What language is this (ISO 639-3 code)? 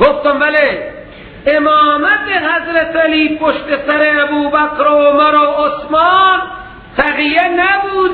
fas